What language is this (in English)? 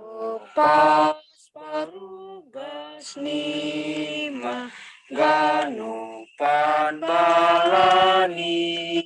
Batak Simalungun